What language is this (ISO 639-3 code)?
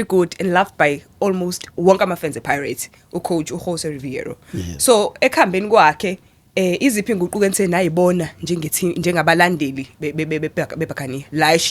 zul